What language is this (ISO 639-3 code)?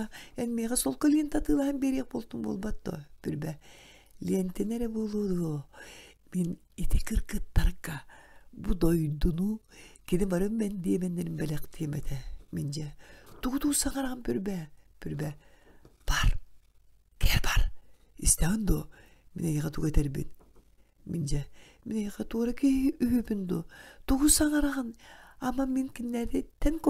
sah